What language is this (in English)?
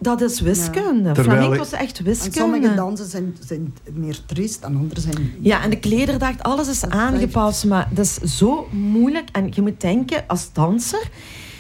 Dutch